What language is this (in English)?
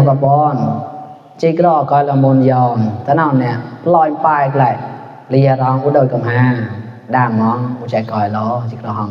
Mon